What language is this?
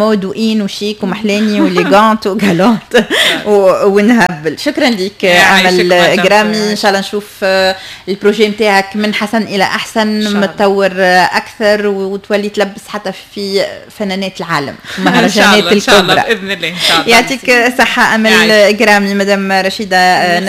Tunisian Arabic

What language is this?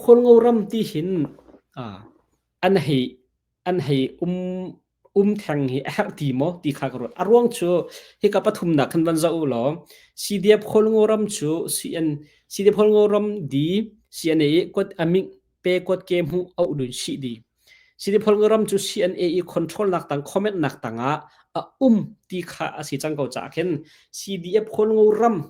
Hakha Chin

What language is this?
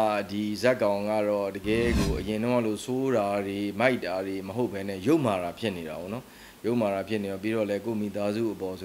Burmese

